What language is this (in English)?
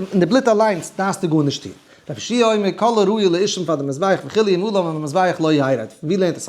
Yiddish